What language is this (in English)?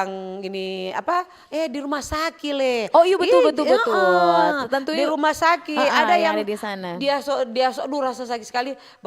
Manado Malay